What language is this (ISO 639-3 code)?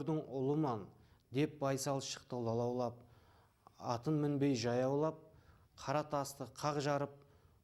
kaa